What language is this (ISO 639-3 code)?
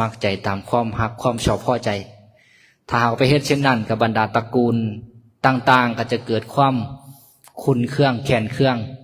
lao